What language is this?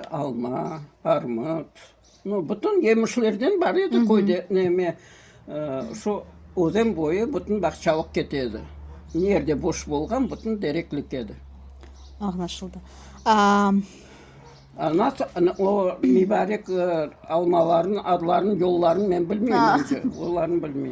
Crimean Tatar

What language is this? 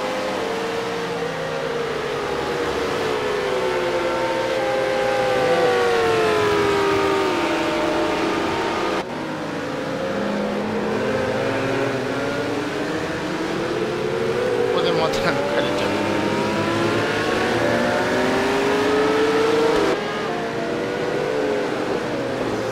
Japanese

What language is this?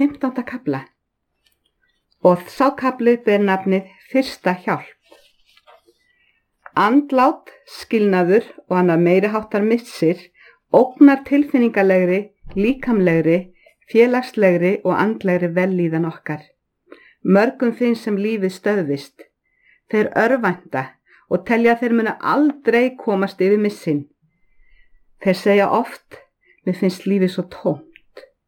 Icelandic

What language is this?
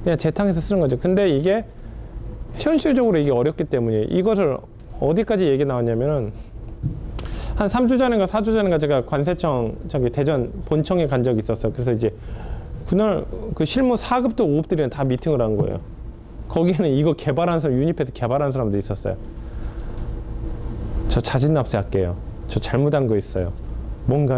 Korean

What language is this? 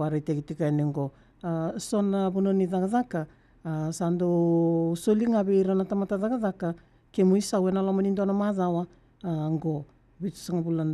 Fijian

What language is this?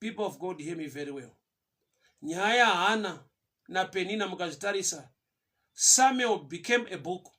Shona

